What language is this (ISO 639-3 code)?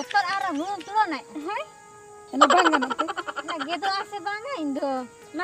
sat